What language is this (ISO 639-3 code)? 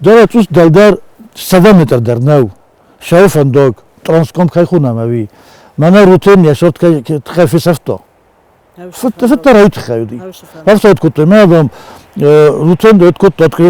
oss